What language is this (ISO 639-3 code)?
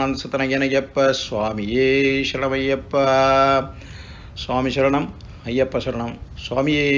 tam